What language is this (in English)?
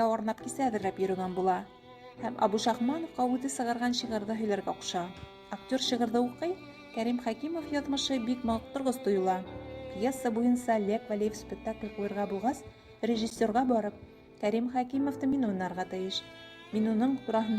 Bashkir